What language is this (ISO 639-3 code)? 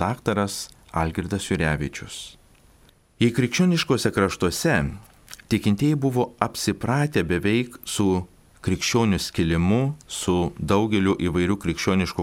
lit